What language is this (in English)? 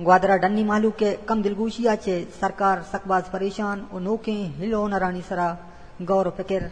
Eastern Balochi